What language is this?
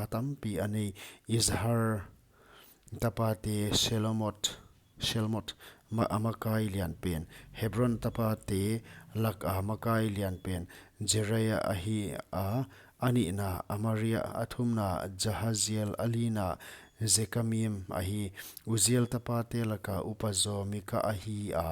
Paite Chin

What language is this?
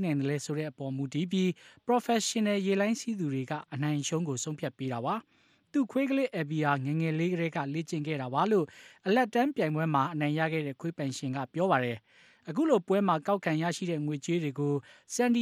Burmese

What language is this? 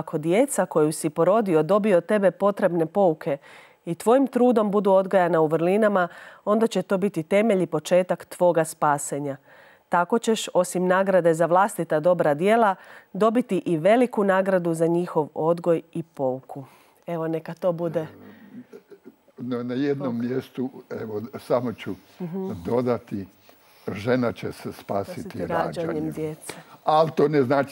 Croatian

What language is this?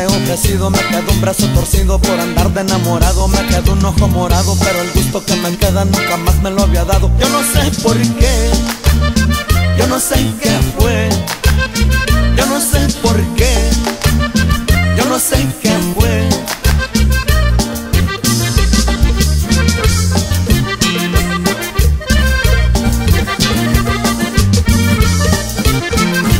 Spanish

